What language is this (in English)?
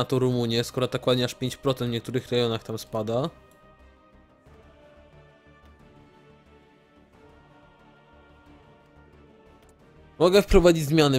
Polish